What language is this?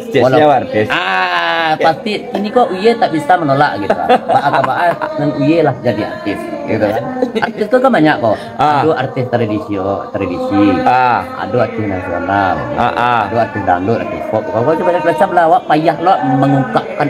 Minangkabau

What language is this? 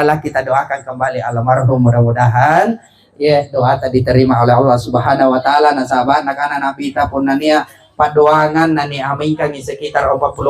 Makasar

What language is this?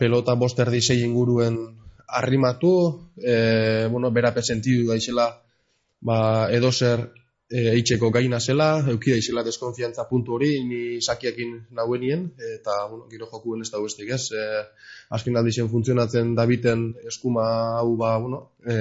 Basque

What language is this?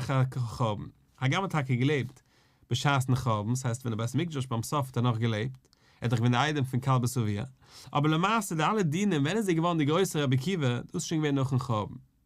Yiddish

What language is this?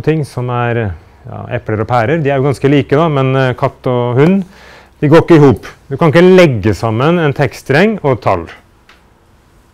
Norwegian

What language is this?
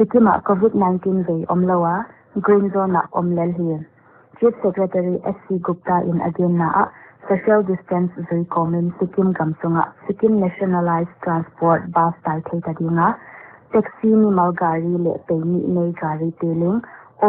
Paite Chin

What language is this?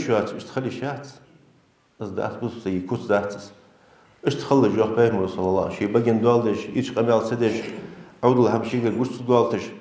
Ingush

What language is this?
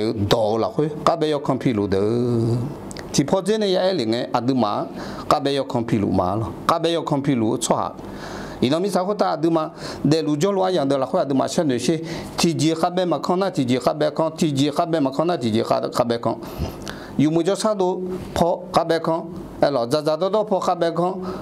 Akha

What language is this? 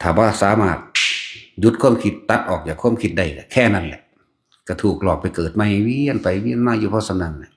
Northeastern Thai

